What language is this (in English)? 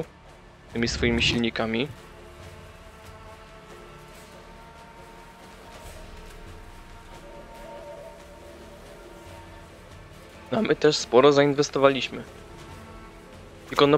Polish